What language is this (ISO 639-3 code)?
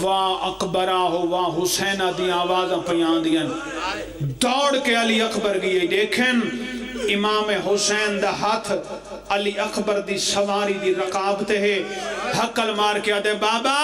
phr